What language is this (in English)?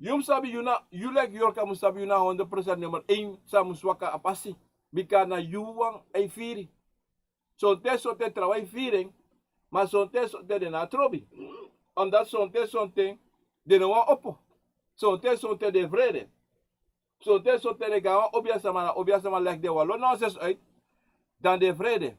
Sranan Tongo